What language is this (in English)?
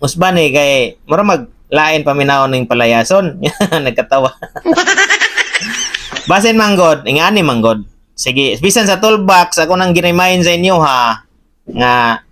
Cebuano